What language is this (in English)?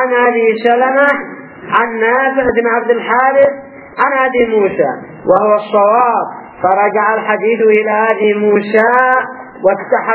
Arabic